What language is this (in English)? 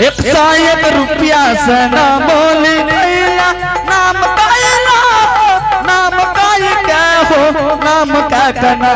Angika